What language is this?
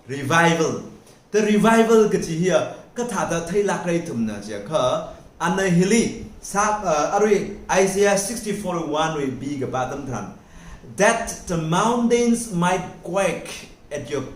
Tangkhul Naga (India)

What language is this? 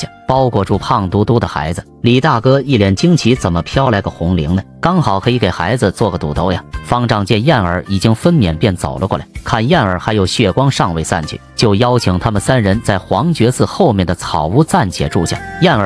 Chinese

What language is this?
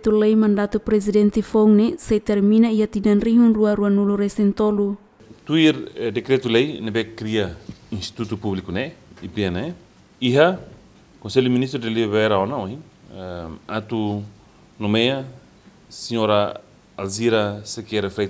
Tetum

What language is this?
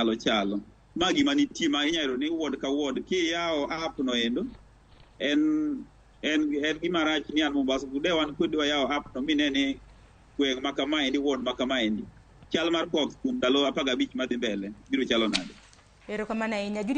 Luo (Kenya and Tanzania)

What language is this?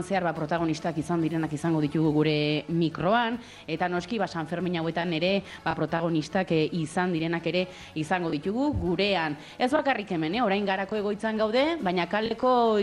Basque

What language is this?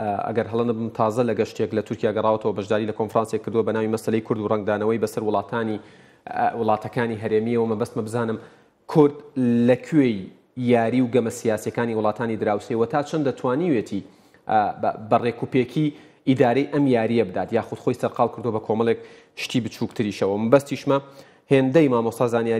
Central Kurdish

